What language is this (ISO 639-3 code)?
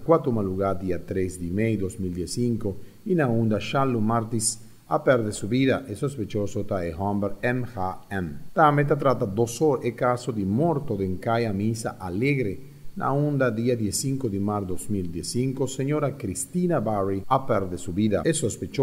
pap